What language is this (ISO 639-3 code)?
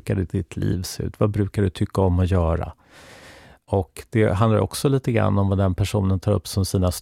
swe